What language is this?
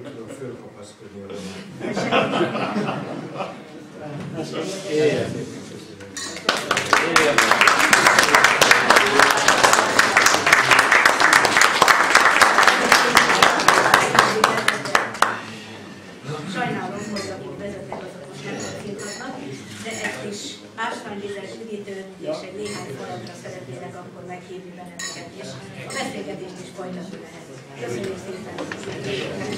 Hungarian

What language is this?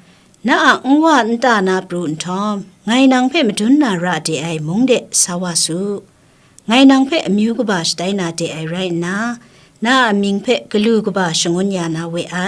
Kachin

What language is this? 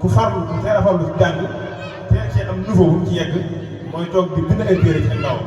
Wolof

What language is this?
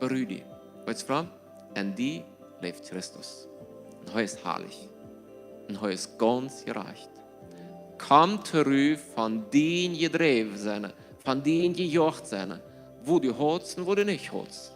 Plautdietsch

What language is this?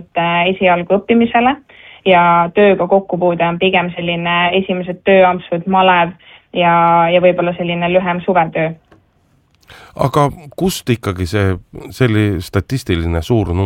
Estonian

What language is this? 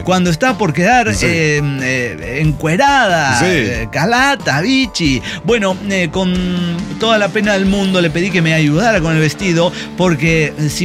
Spanish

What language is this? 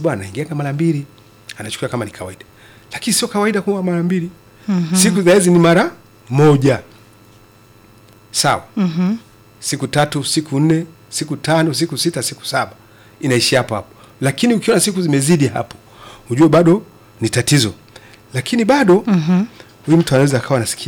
Swahili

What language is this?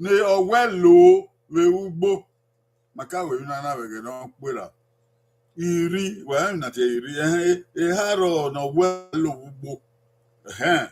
Bini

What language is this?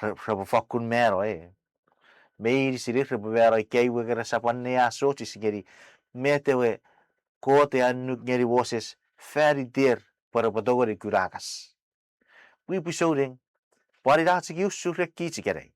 Chuukese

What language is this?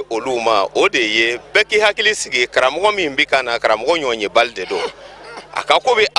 Bambara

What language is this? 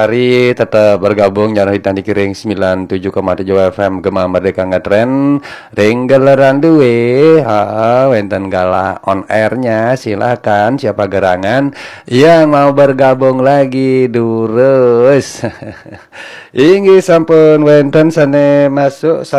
Balinese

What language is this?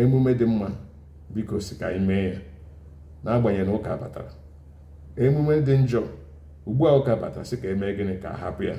Igbo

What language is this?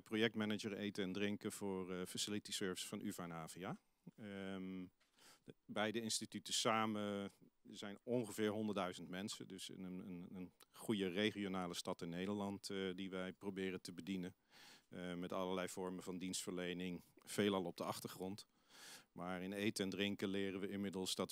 Dutch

